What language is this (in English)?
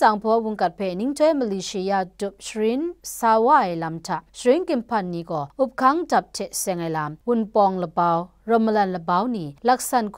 Kachin